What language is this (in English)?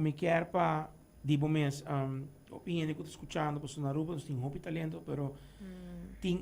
Papiamento